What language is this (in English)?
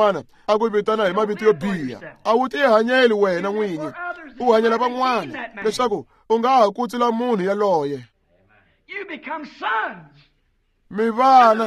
Tsonga